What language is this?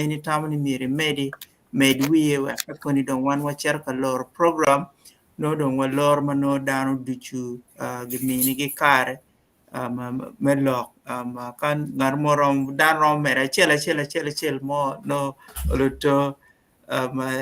Acoli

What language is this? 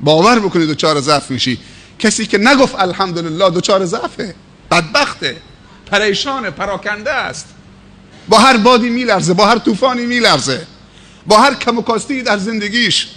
Persian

